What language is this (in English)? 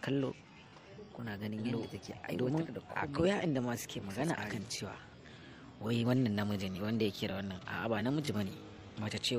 Hausa